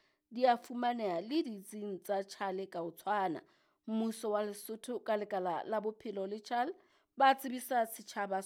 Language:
Southern Sotho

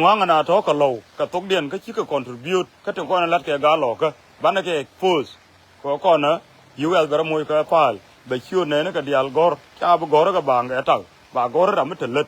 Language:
Nuer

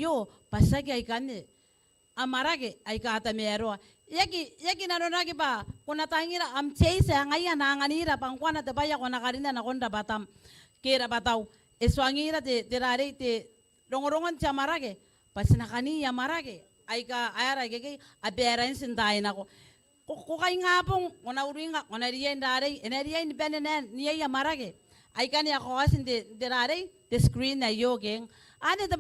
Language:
Gilbertese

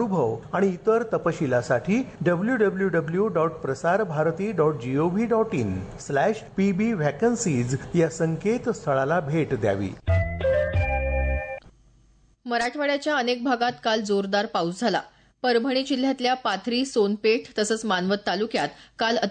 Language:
Marathi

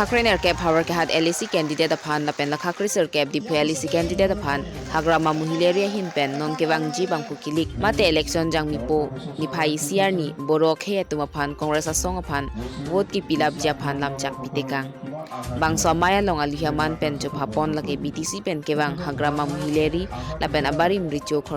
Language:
Karbi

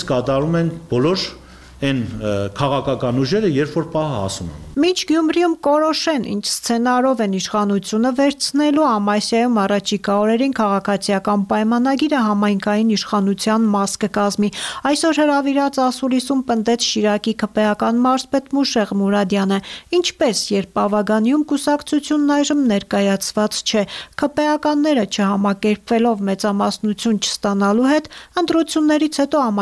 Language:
Armenian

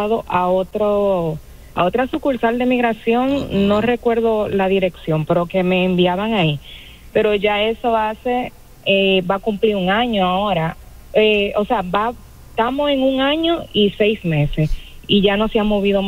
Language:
Spanish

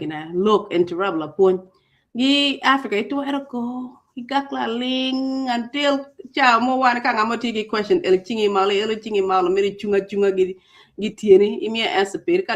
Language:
Acoli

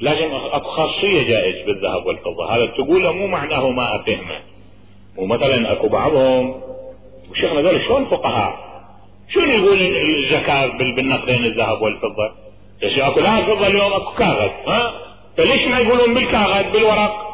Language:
Mesopotamian Arabic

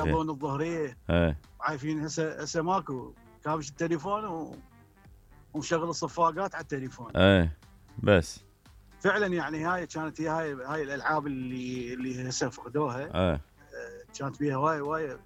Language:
Mesopotamian Arabic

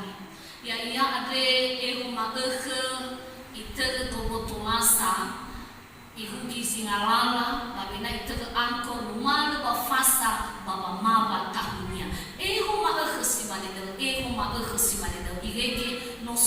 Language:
Nias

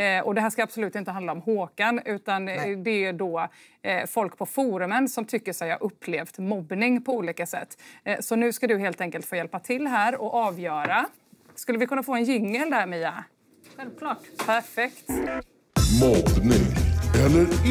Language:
Swedish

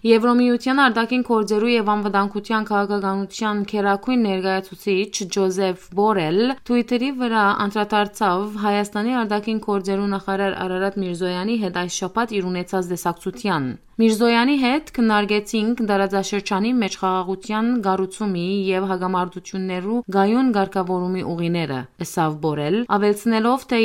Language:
Western Armenian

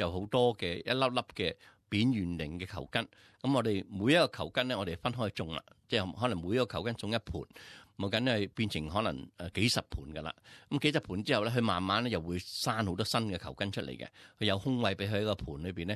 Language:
Cantonese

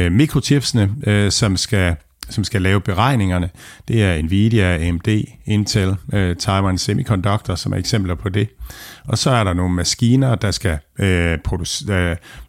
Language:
Danish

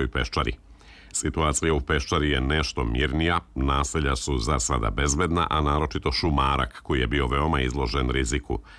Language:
Serbian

